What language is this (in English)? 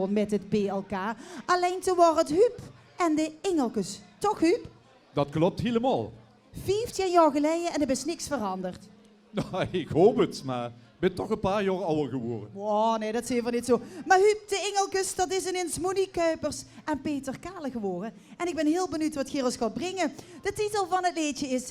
Limburgish